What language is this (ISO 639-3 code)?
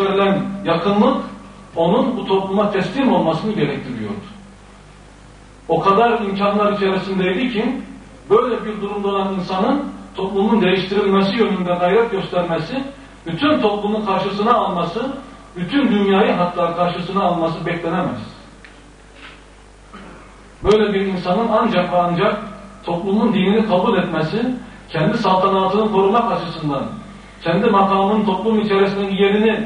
tur